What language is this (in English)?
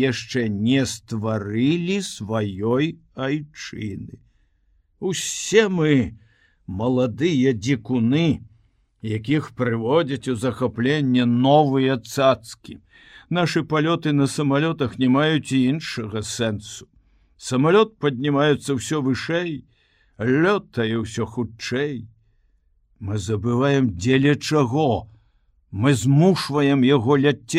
Belarusian